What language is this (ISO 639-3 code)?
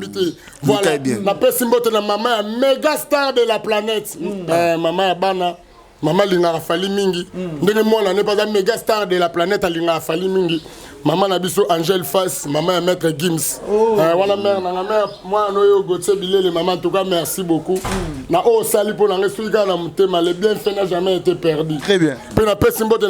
lin